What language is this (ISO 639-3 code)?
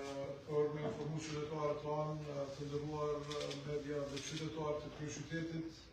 sqi